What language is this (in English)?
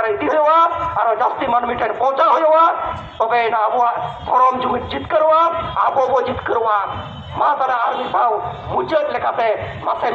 Santali